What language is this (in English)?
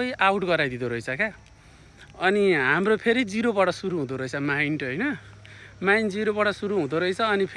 Nepali